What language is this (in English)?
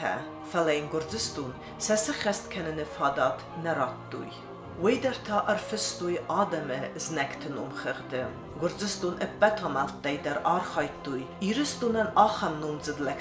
Ossetic